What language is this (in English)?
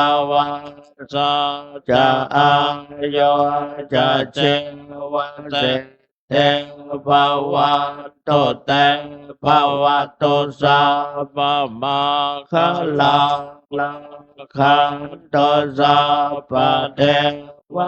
Pali